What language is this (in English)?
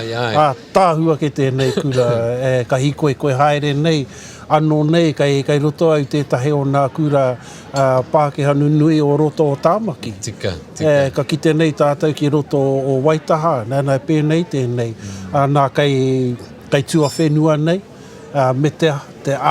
Māori